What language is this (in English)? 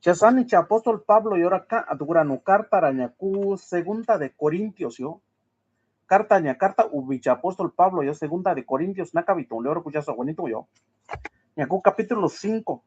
Mixtepec Mixtec